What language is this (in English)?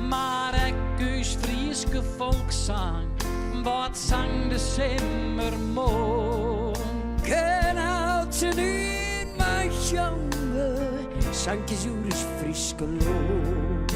Western Frisian